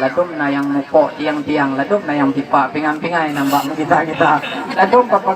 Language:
Achinese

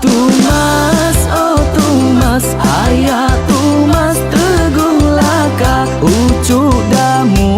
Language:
Iban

